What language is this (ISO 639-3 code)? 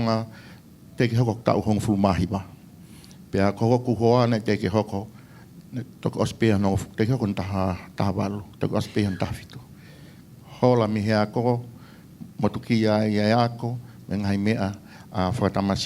ton